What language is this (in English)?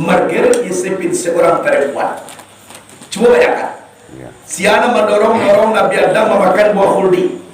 Minangkabau